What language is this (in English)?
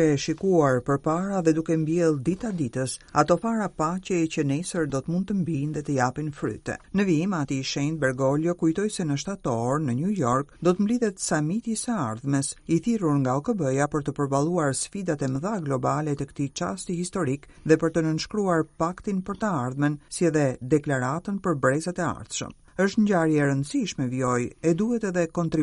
Albanian